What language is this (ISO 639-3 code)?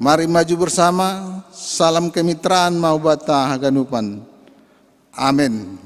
bts